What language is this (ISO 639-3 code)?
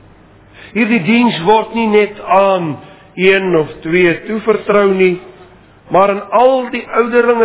afr